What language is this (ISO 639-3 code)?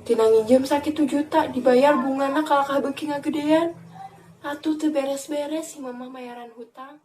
sun